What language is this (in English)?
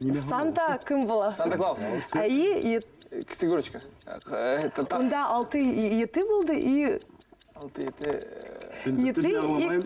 Bashkir